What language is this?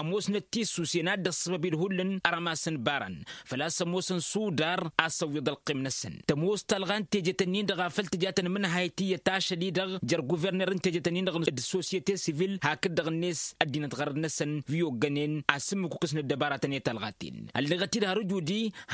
Tamasheq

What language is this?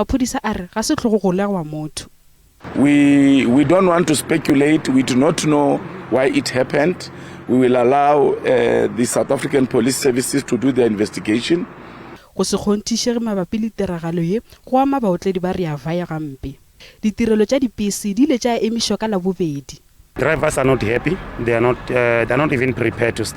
Northern Sotho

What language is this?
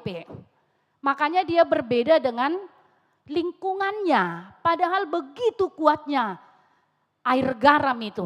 Batak Toba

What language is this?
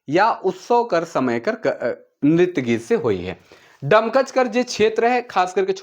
Sadri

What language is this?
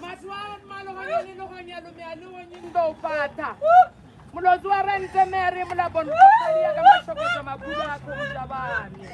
Northern Sotho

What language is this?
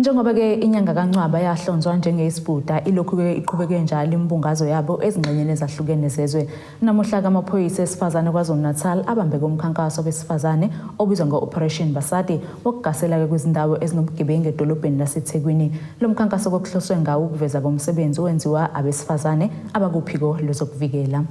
Zulu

